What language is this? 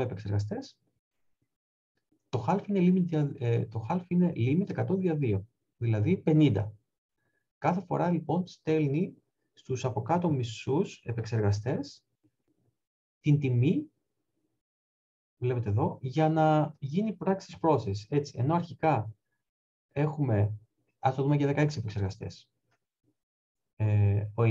Greek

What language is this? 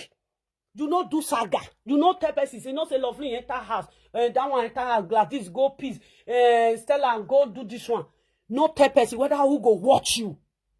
Nigerian Pidgin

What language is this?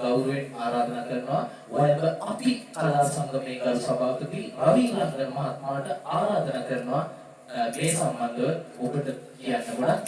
Sinhala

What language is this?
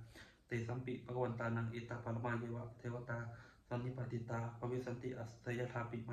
Pali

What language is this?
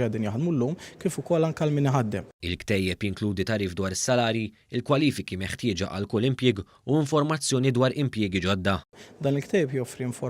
Maltese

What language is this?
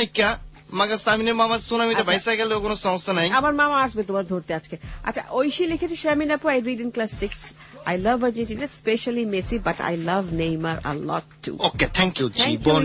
Bangla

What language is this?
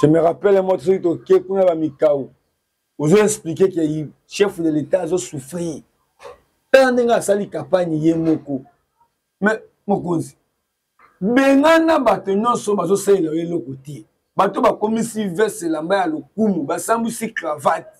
Lingala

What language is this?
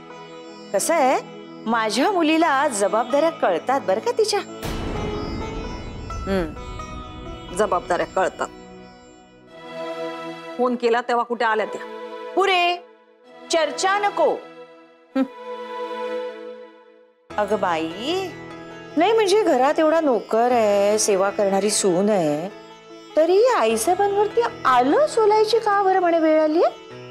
Marathi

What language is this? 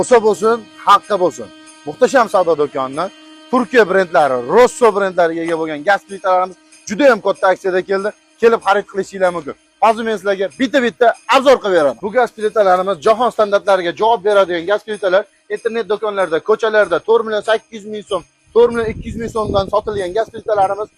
Uzbek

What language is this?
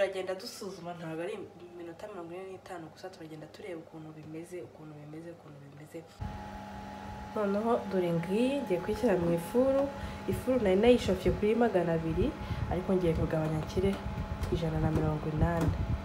Kinyarwanda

